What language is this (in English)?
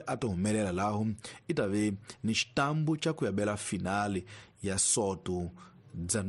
Tsonga